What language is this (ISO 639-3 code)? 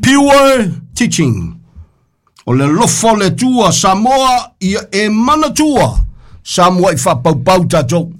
smo